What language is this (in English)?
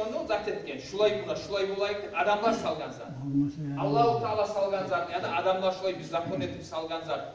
Kumyk